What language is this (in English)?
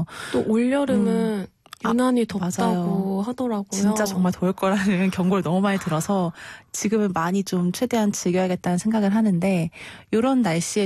Korean